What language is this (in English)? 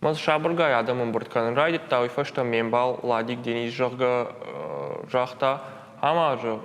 Ossetic